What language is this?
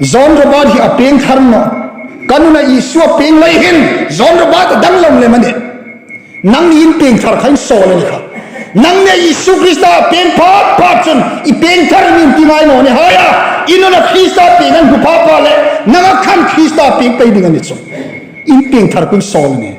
Hmar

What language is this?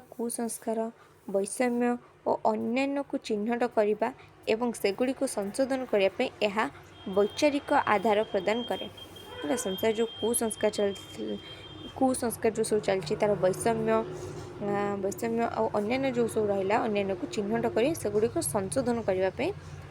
Odia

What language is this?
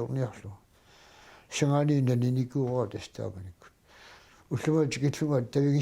Kalaallisut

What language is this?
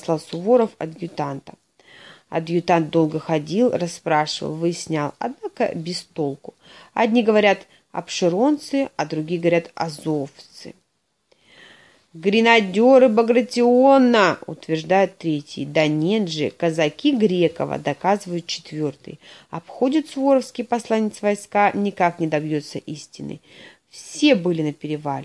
Russian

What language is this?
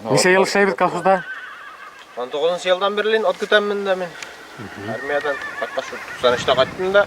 Bashkir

